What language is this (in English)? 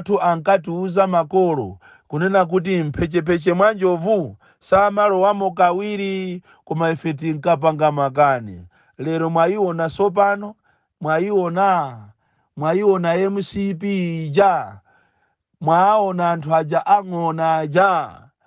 Nyanja